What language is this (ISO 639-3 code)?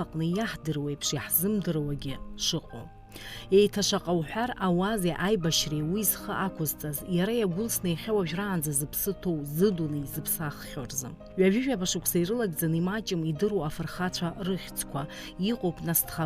abk